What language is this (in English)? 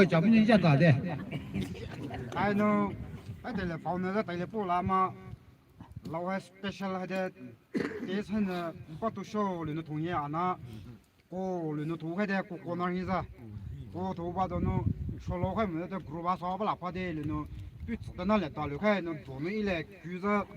Poumei Naga